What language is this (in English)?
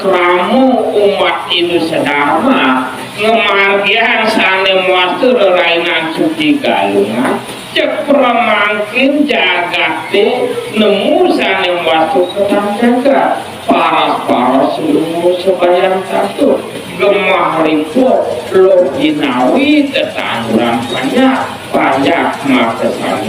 Balinese